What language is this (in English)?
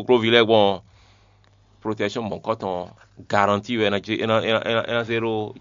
Fon